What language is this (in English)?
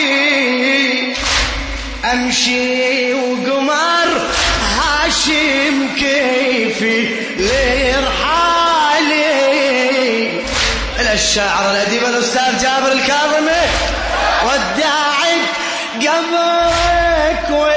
Mesopotamian Arabic